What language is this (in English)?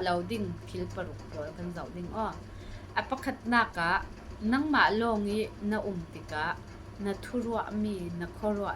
Falam Chin